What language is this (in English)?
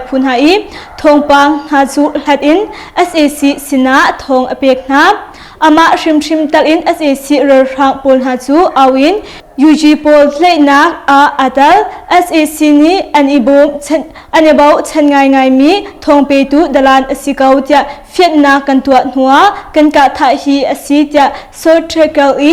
Hakha Chin